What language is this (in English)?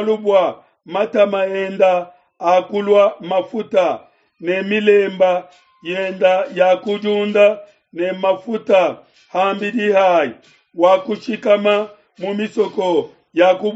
Luba-Lulua